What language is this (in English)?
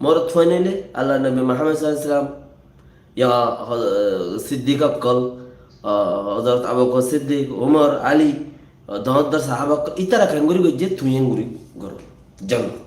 Rohingya